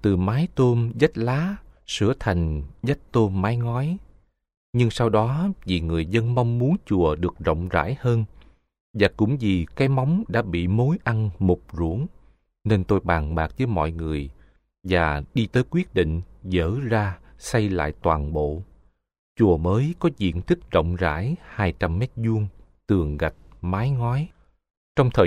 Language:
Vietnamese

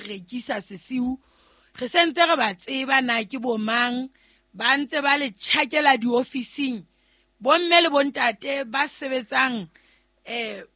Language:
Southern Sotho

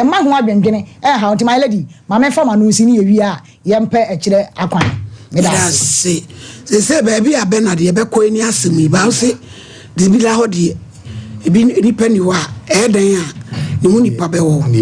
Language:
Akan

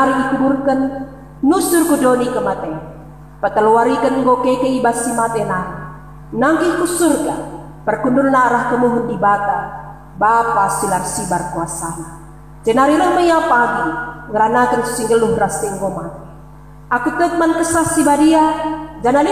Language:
Batak Karo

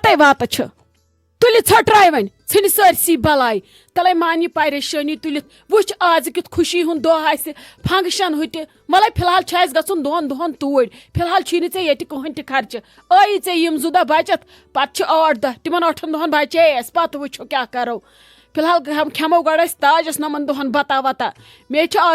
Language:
Kashmiri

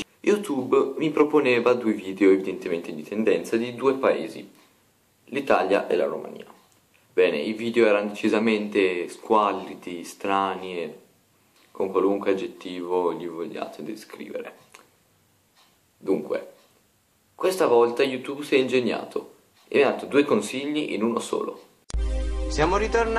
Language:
Italian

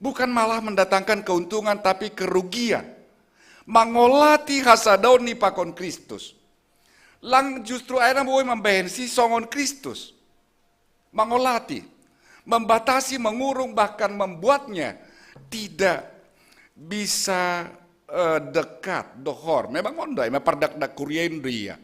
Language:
Batak Simalungun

